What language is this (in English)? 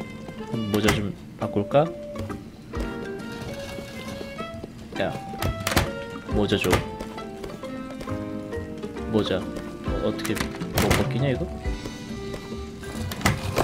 Korean